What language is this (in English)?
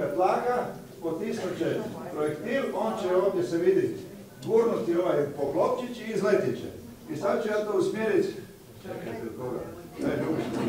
Croatian